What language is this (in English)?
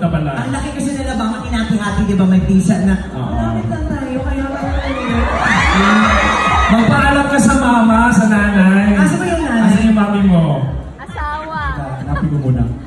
Filipino